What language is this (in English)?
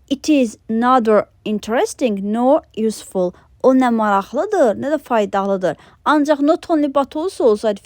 Azerbaijani